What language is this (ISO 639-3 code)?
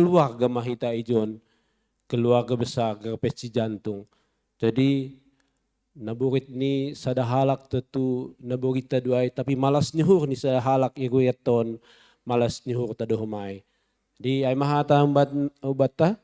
bts